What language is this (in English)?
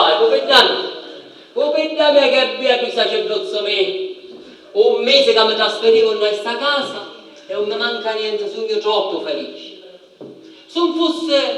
Sicilian